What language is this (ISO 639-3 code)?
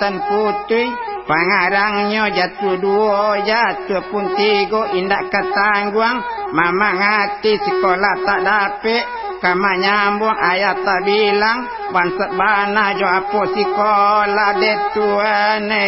min